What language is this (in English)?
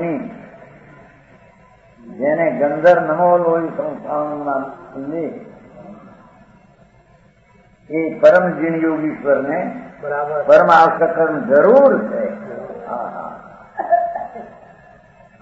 Gujarati